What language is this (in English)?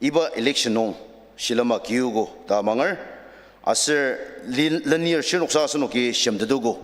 Ao Naga